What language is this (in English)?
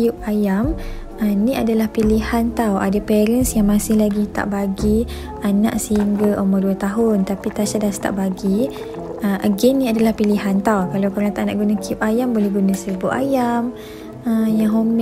Malay